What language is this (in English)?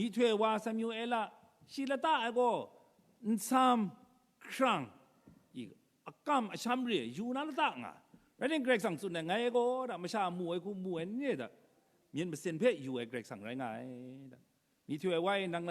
Kachin